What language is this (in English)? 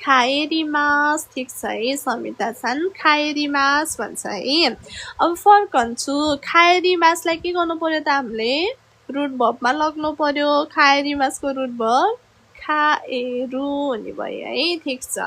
Nepali